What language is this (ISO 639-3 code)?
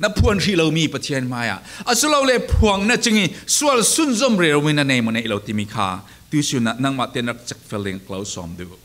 cfm